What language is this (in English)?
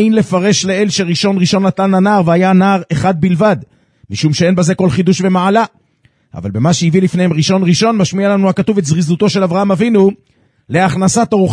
Hebrew